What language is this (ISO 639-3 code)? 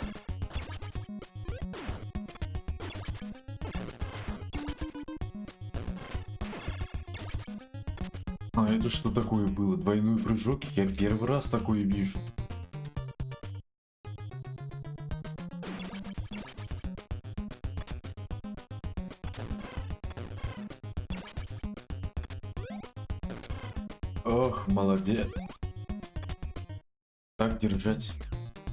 rus